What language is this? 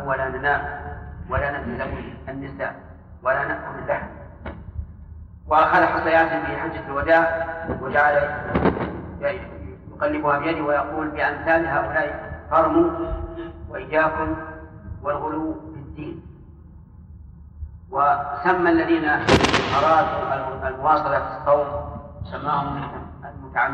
Arabic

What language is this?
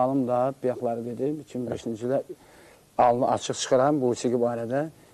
Azerbaijani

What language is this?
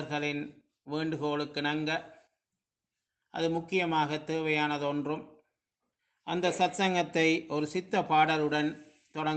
Tamil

